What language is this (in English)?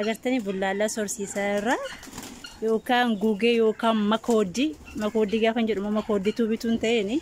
Oromo